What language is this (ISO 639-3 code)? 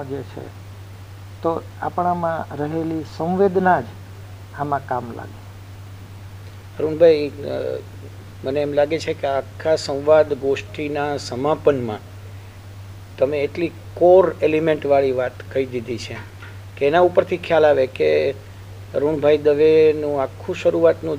guj